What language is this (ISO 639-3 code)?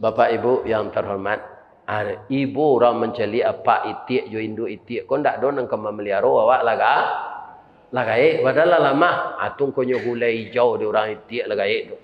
min